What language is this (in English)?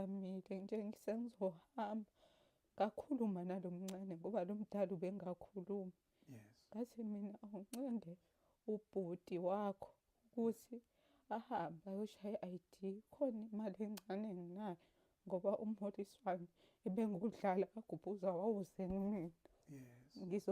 Zulu